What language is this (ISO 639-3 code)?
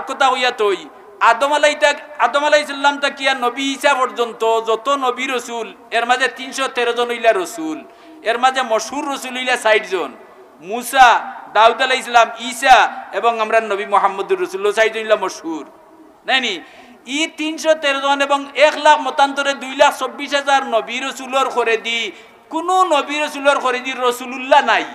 syl